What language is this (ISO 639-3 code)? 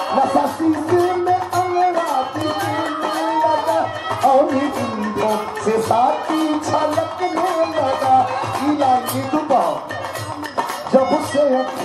bho